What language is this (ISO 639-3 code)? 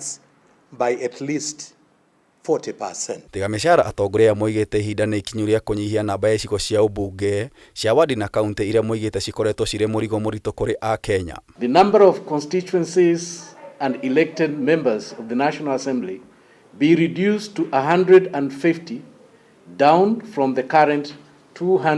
kik